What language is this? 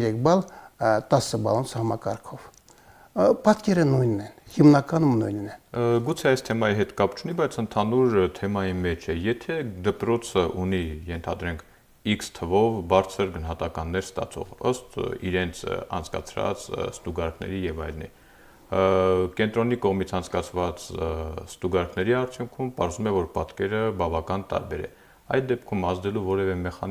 Armenian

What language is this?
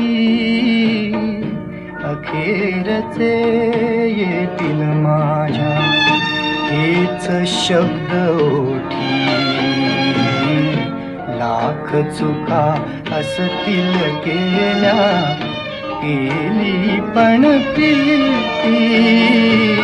Marathi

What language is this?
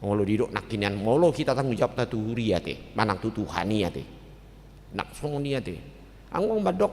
Batak Toba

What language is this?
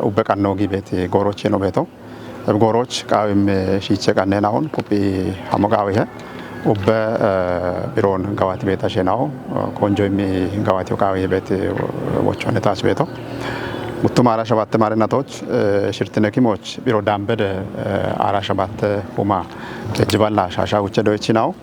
Kafa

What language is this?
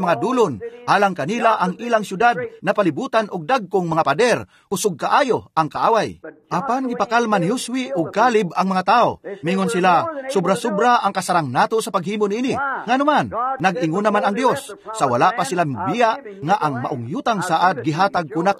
Cebuano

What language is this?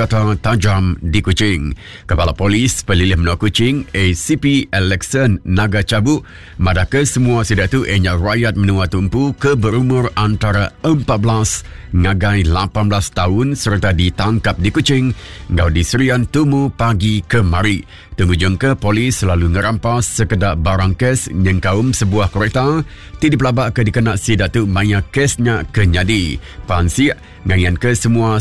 Iban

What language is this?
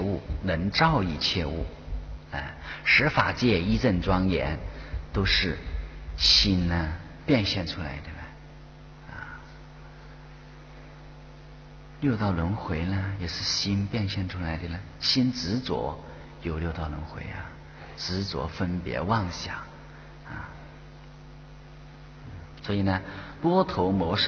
Chinese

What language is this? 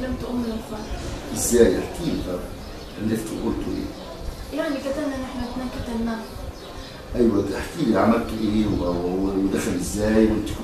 Egyptian Arabic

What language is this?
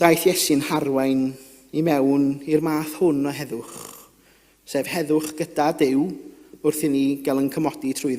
Welsh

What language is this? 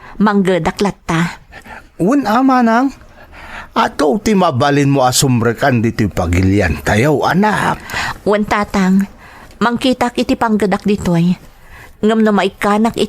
Iloko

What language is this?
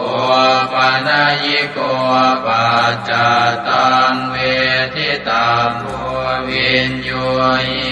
Pali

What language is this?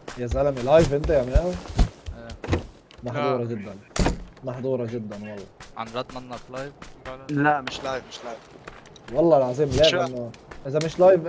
North Levantine Arabic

